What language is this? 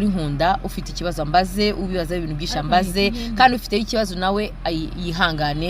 Kinyarwanda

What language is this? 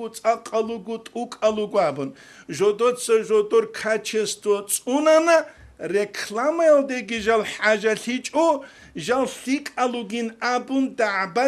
Avaric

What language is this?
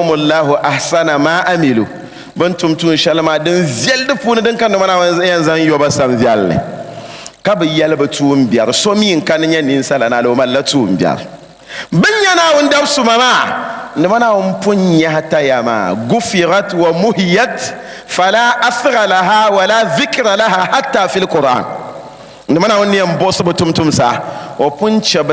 Dagbani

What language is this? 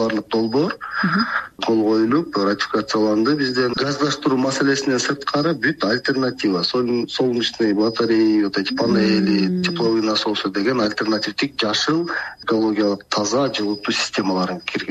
Kyrgyz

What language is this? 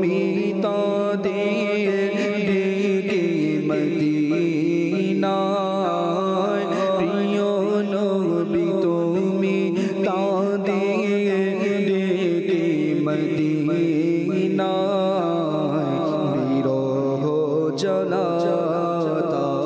Bangla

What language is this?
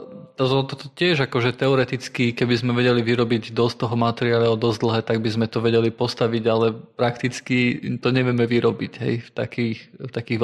Slovak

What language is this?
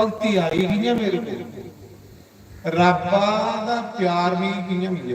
Dogri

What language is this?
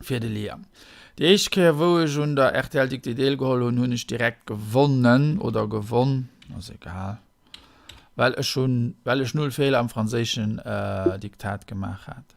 Luxembourgish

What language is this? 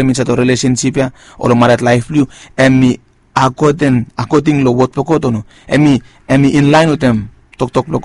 Bislama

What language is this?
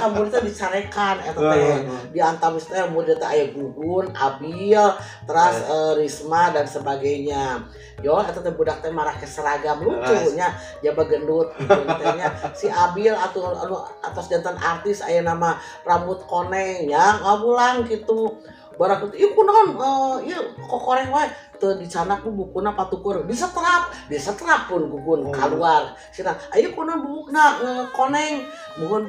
Sundanese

